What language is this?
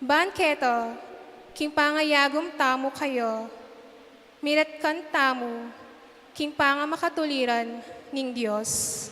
Pampanga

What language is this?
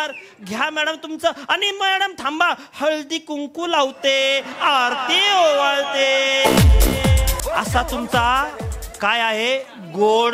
Marathi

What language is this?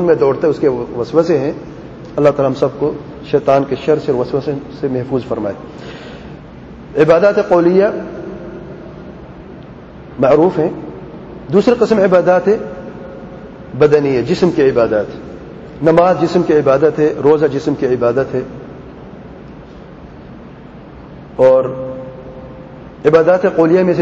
Urdu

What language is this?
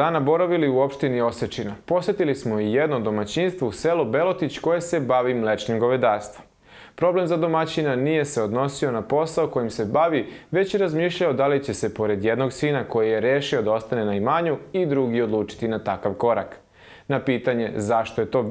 Serbian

